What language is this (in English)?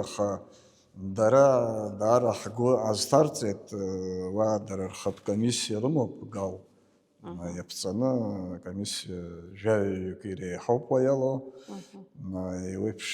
Abkhazian